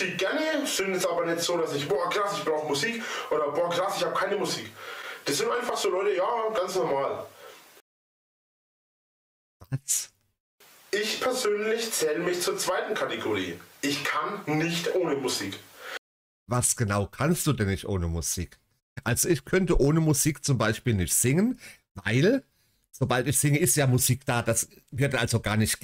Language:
German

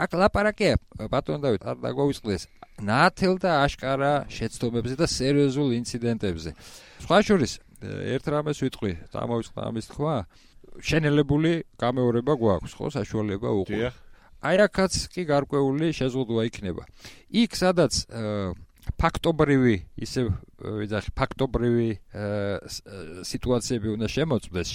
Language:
Georgian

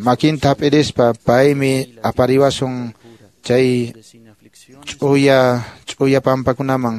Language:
Quechua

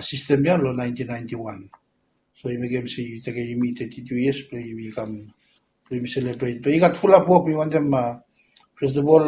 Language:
Bislama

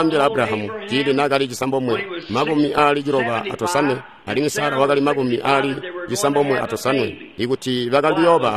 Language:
Tonga (Zambia)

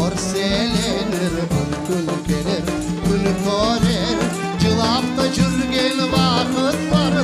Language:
Crimean Tatar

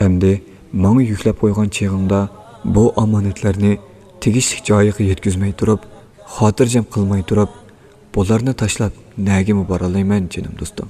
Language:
Uyghur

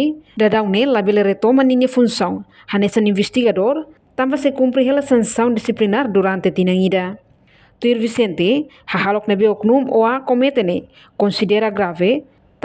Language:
Tetum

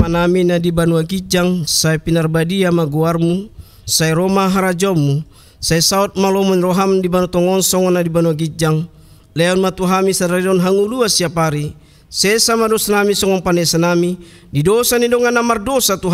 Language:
Batak Toba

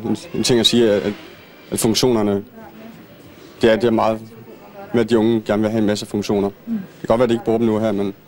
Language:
Danish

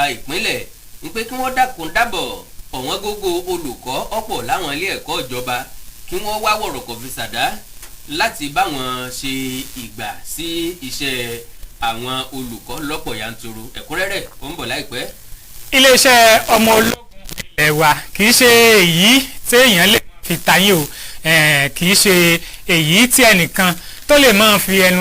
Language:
Yoruba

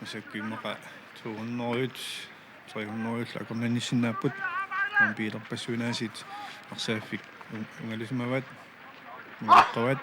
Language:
Kalaallisut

